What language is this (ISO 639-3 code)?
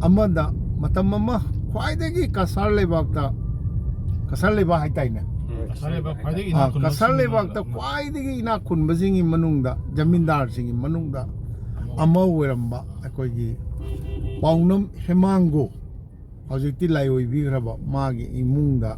mni